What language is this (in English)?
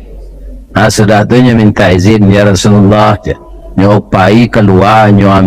Minangkabau